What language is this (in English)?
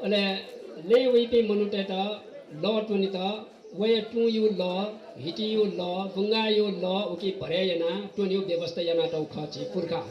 Newari